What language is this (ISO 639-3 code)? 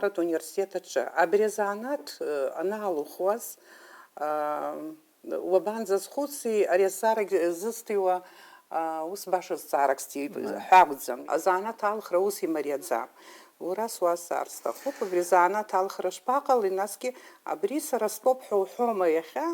abk